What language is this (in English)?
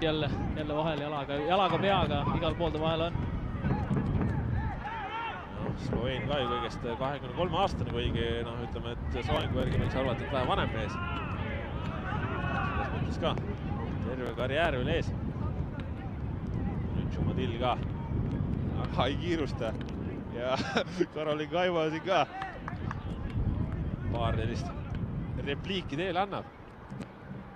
Estonian